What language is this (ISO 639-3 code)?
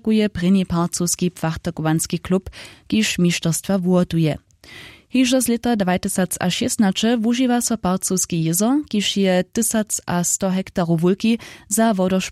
hsb